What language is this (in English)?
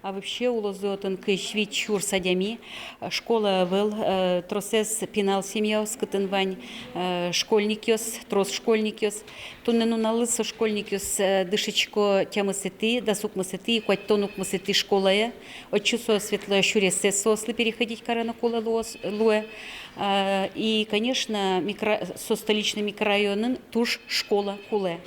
Udmurt